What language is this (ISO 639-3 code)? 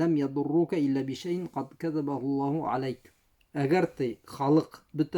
bak